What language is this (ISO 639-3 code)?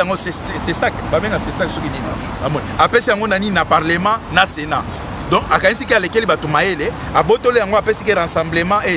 lin